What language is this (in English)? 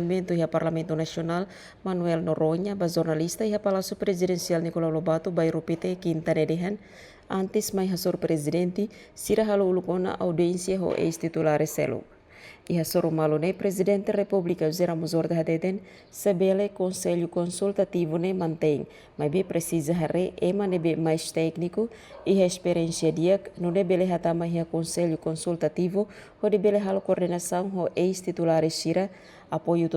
Tetum